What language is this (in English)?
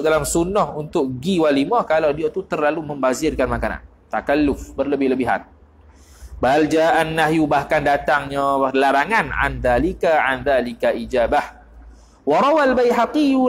Malay